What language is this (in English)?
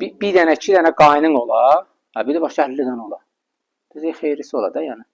Azerbaijani